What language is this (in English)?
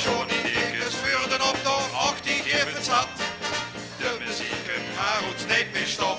Limburgish